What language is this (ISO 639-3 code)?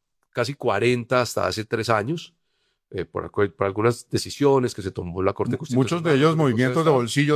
spa